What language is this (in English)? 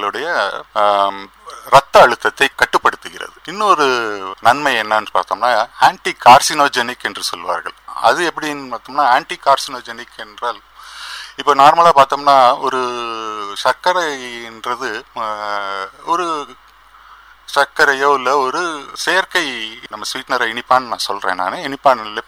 Tamil